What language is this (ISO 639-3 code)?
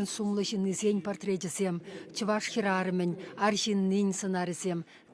chv